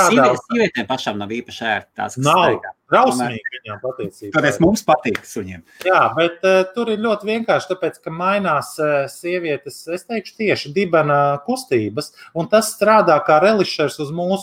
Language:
Latvian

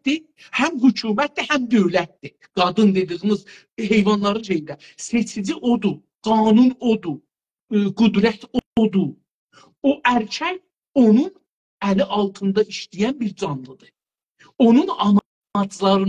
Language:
South Azerbaijani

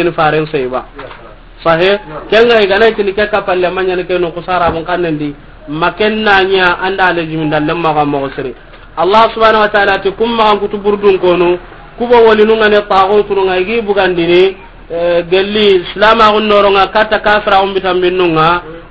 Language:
Soninke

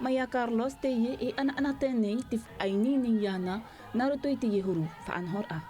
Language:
Tahitian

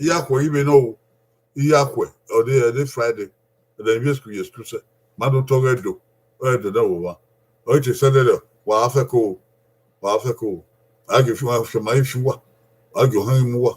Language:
Bini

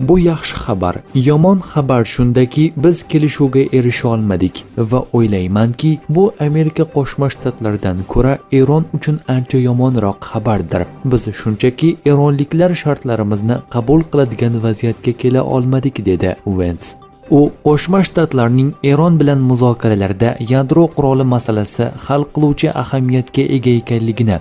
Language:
Uzbek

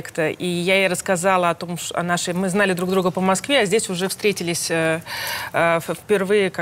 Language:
Russian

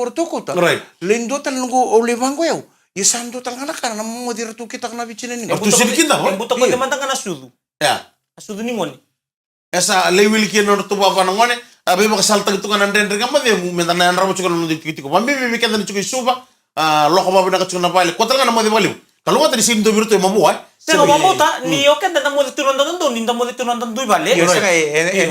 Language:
Fijian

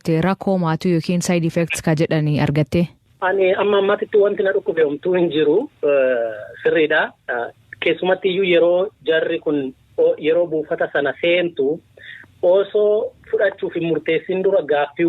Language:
Oromo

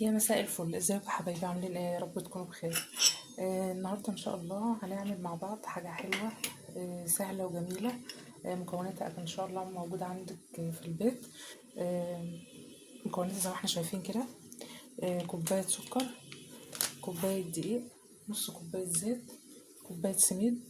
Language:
Egyptian Arabic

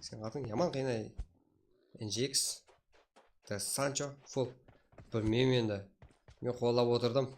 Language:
Kara-Kalpak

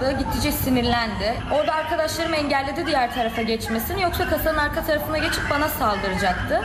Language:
Turkish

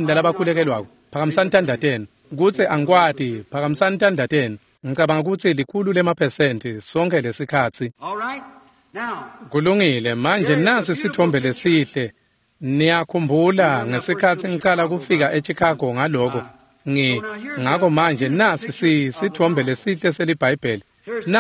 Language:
Swati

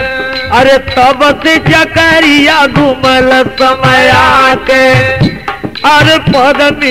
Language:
Bhojpuri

